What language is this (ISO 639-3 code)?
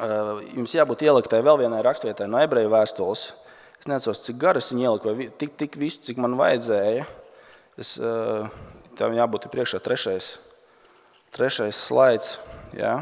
lav